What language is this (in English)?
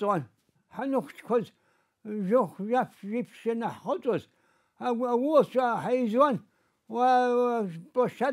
Abkhazian